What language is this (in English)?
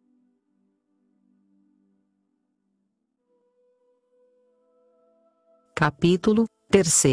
Portuguese